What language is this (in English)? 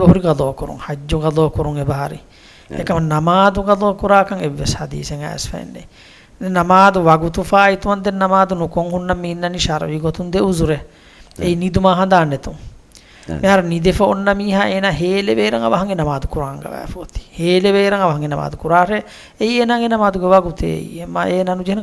Divehi